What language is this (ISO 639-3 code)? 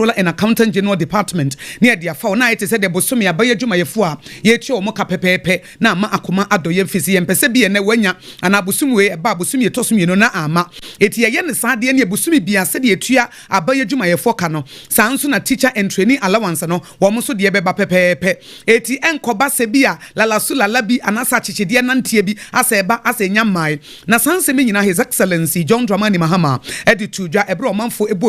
aka